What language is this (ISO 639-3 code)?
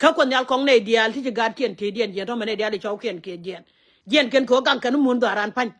nus